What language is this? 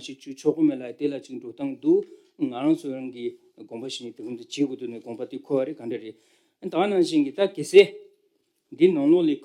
Tibetan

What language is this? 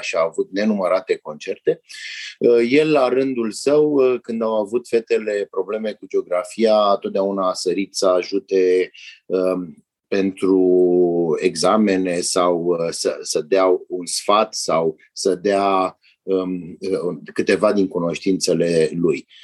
Romanian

